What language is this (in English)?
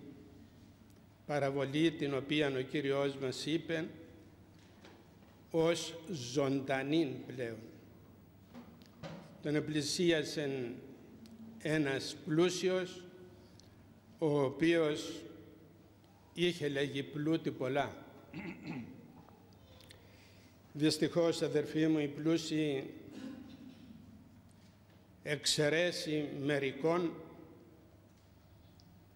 Greek